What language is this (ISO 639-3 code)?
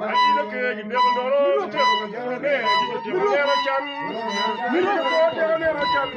ach